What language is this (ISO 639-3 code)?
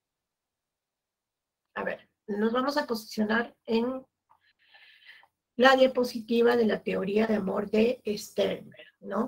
spa